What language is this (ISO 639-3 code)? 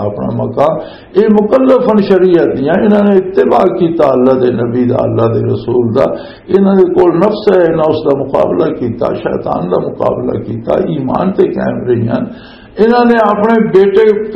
lah